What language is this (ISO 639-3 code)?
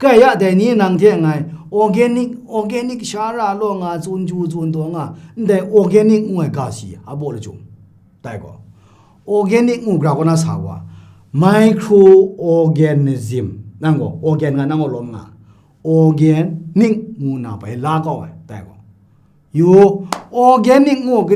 kac